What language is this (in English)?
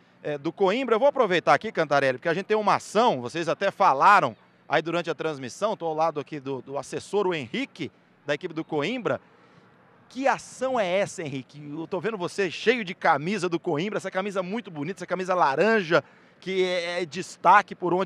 Portuguese